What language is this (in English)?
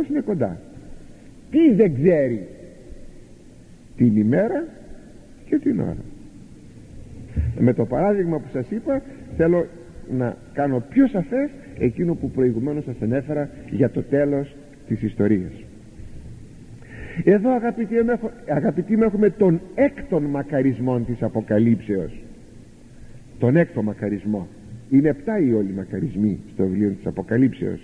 Greek